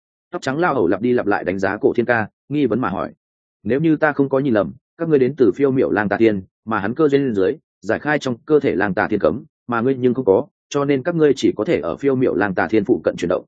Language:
Vietnamese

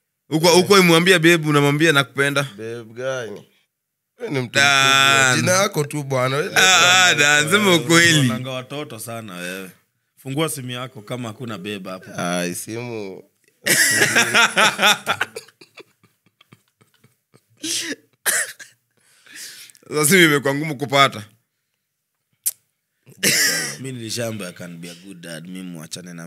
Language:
Swahili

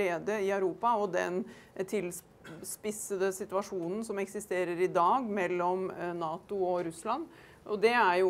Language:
Swedish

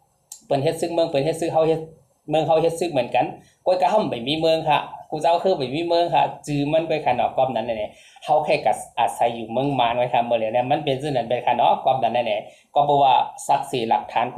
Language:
Shan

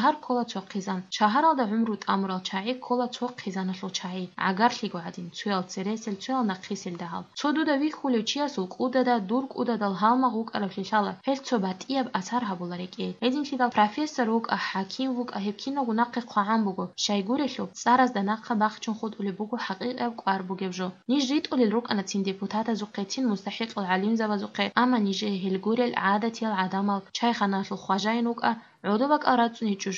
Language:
Avaric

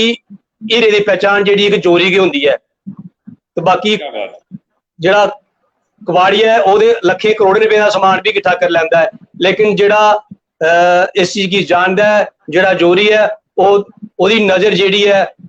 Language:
Dogri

